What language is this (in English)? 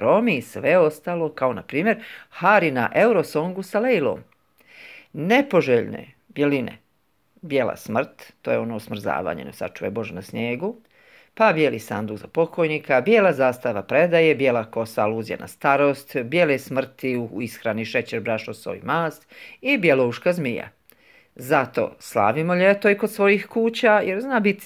Croatian